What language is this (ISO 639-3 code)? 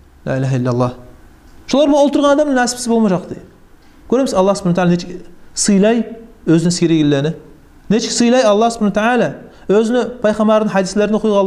kum